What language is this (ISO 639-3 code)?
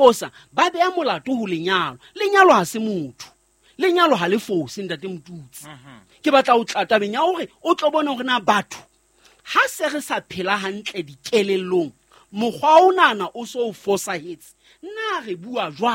sot